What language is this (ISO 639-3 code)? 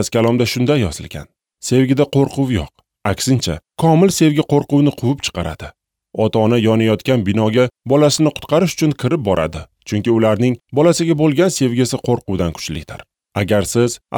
uzb